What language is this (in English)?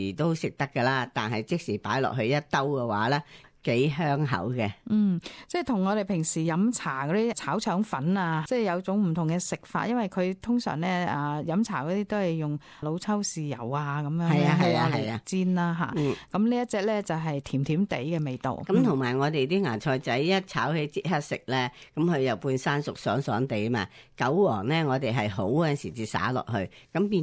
Cantonese